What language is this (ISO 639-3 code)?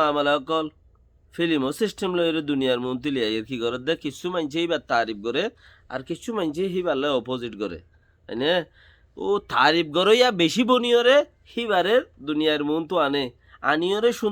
rhg